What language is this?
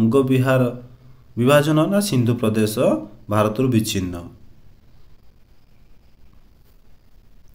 Odia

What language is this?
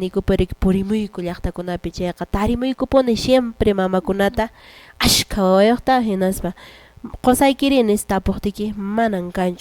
Quechua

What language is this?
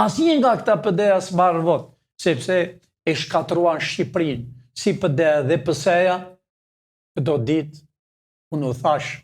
Albanian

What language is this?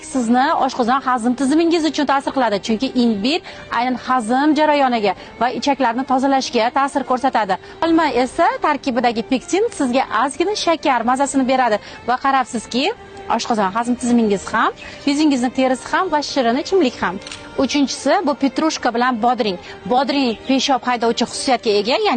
Uzbek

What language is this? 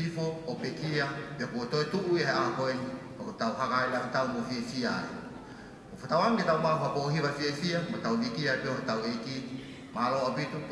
Tongan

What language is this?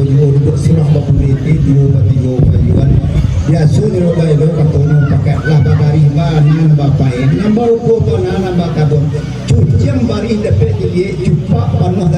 Minangkabau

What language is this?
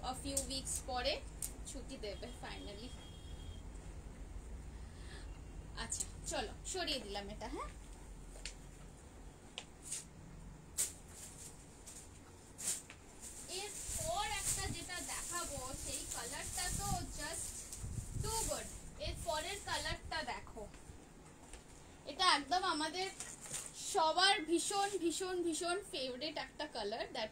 Bangla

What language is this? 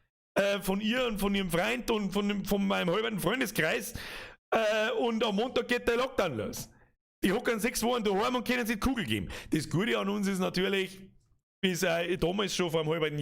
Bavarian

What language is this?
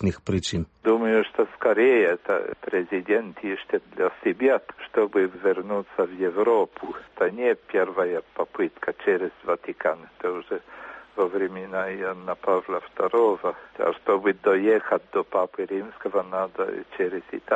Belarusian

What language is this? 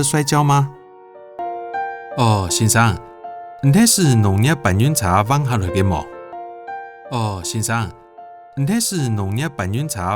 Hakka Chinese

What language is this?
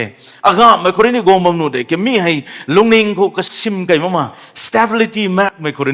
Rongmei Naga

